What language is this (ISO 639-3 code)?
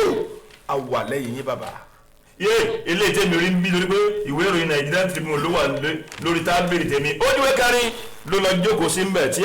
yor